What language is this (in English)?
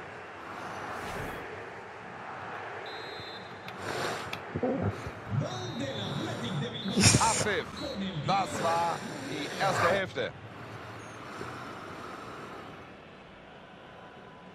German